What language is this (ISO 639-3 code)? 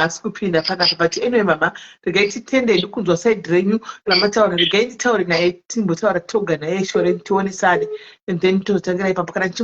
sna